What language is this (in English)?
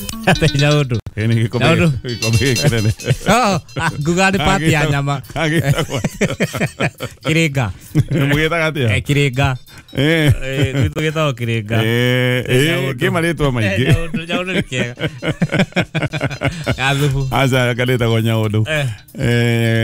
Kikuyu